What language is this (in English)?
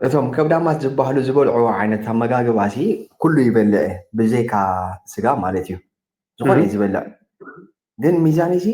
Tigrinya